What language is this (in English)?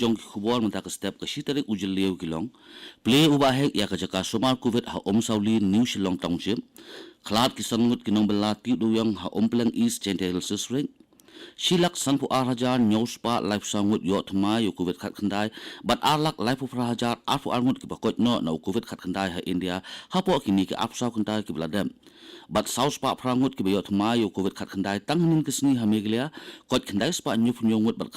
Khasi